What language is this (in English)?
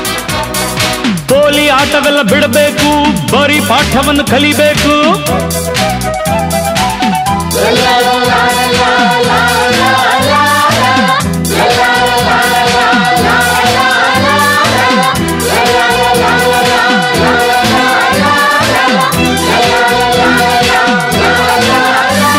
Kannada